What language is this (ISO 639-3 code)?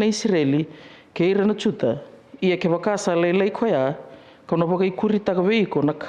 fij